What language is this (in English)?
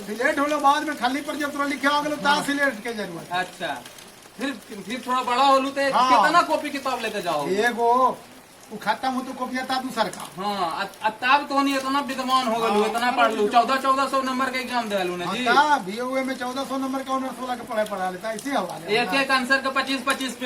Magahi